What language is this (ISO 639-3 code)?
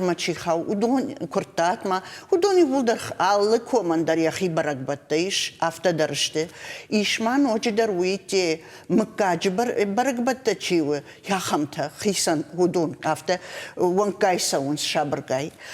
oss